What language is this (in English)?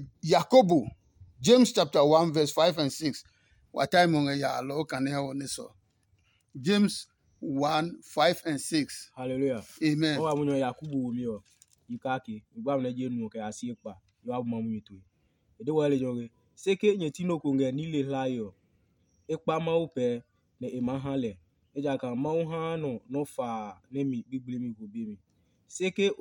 Adangme